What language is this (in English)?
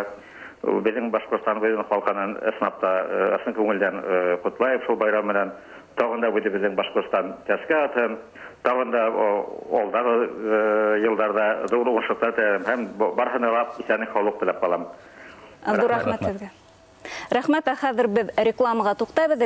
Bashkir